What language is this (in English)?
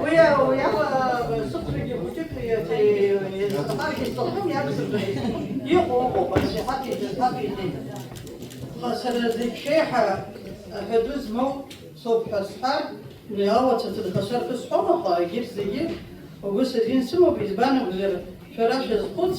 Abkhazian